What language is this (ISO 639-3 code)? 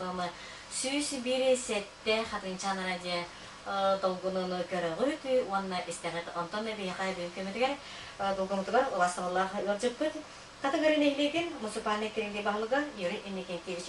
sah